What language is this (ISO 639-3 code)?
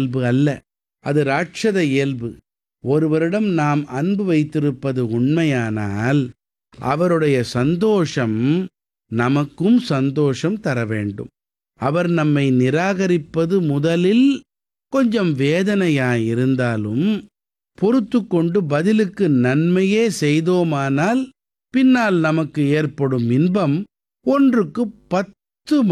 tam